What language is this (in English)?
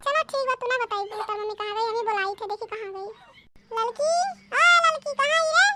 Awadhi